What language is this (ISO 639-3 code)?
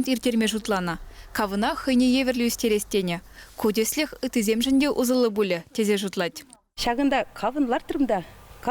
chv